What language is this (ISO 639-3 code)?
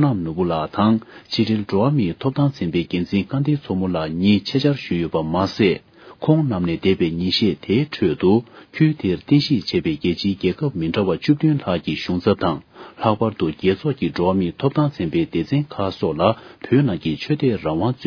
bod